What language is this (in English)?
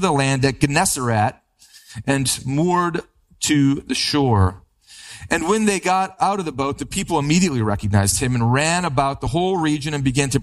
English